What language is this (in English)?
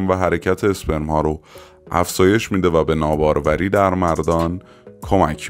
Persian